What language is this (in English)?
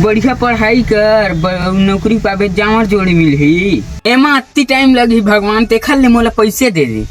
Chhattisgarhi